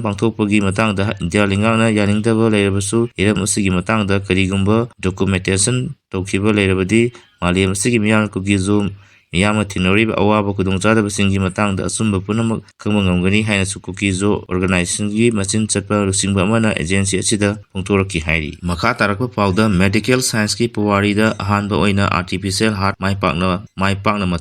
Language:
Manipuri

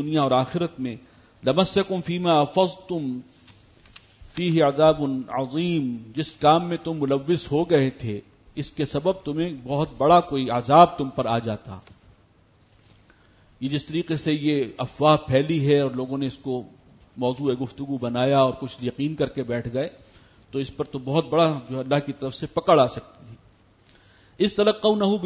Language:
Urdu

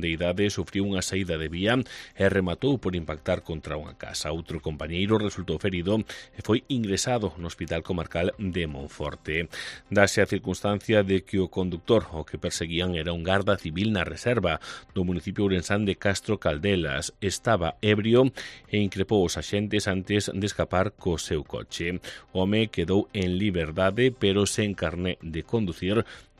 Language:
Galician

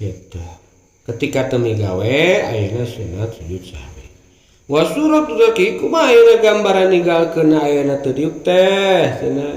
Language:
Sundanese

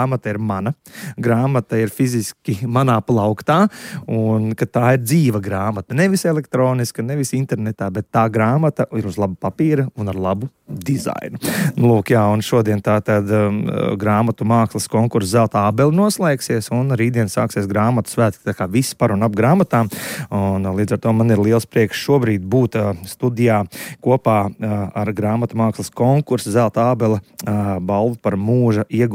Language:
Latvian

